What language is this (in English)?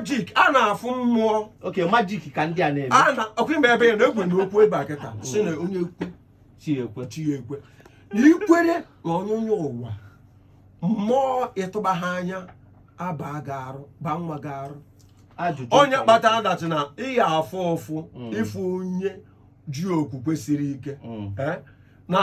Igbo